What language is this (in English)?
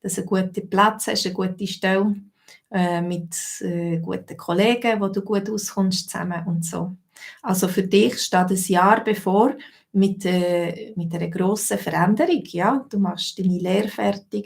Swiss German